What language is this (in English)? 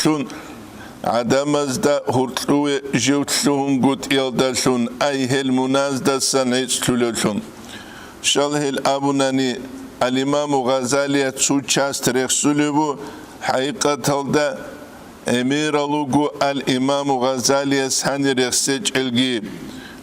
Avaric